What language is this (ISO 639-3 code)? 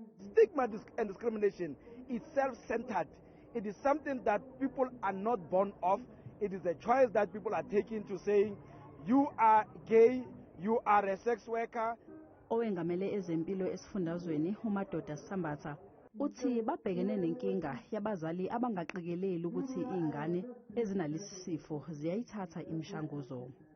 zul